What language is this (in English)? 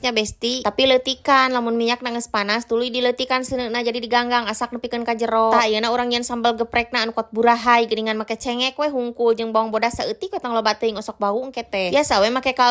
Sundanese